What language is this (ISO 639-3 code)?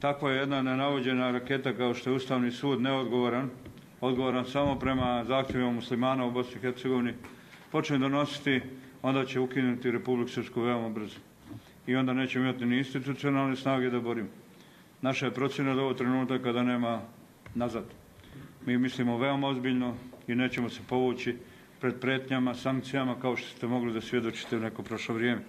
bos